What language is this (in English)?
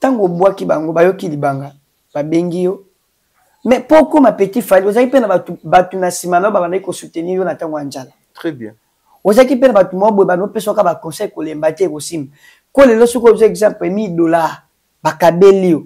Lingala